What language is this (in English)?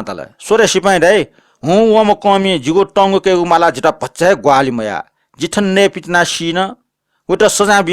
Newari